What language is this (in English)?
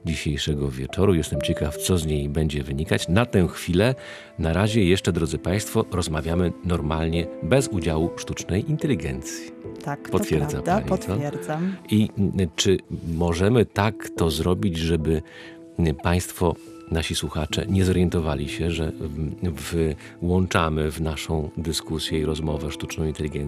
Polish